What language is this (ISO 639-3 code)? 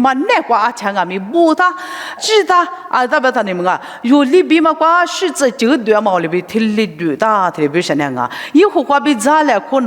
lis